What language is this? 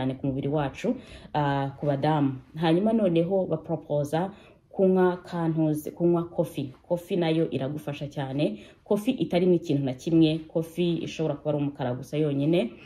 Kinyarwanda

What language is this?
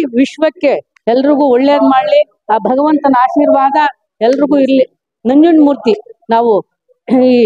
Kannada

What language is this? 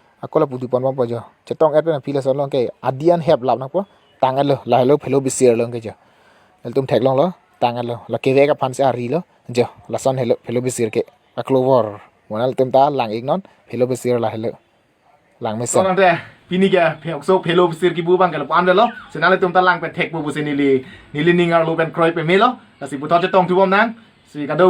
Karbi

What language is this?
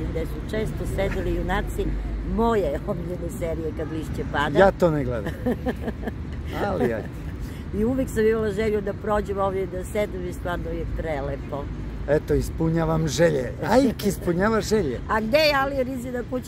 Serbian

